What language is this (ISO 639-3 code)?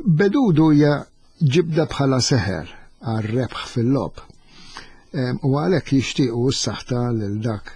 mlt